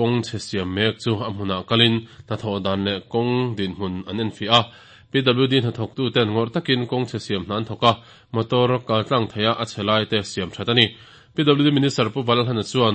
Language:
Mizo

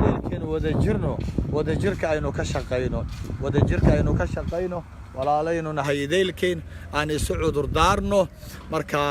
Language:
Somali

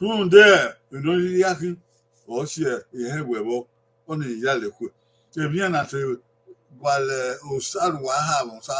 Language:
Bini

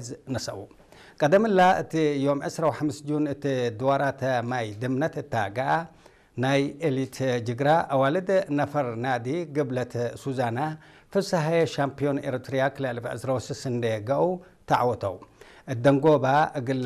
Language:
Tigre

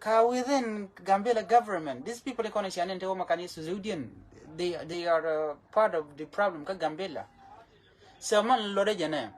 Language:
Nuer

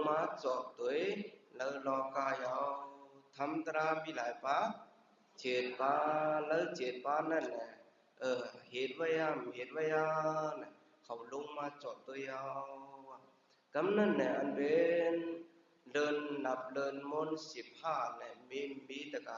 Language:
Shan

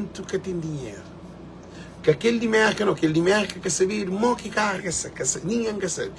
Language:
Kabuverdianu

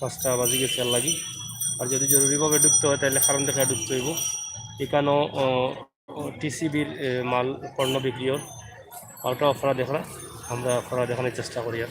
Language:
Sylheti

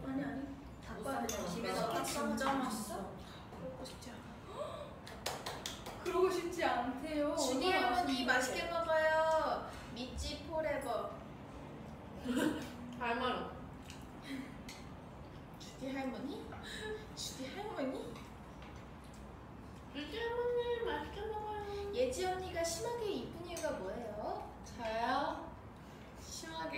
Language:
Korean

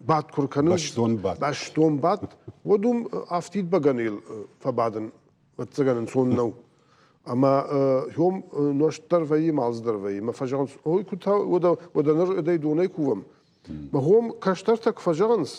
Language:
Ossetic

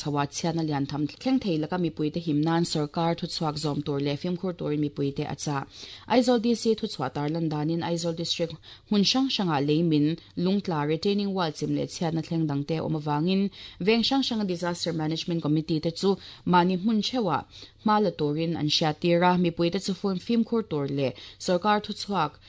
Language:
Mizo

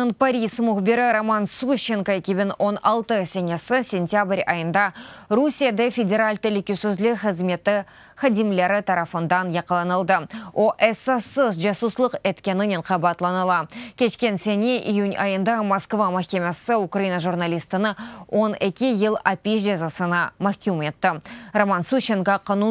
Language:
Crimean Tatar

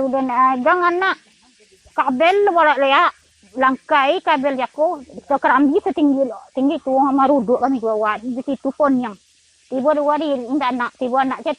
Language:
Minangkabau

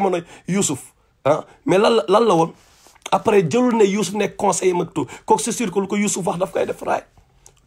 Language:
Wolof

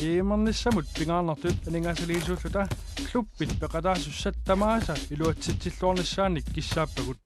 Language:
Kalaallisut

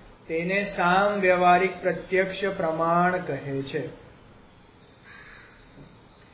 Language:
Gujarati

